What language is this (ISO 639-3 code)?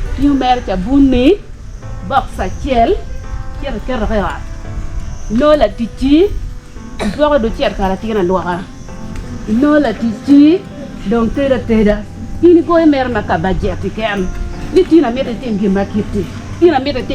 ach